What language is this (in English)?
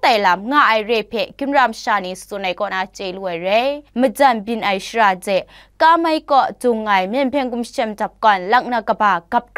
Kachin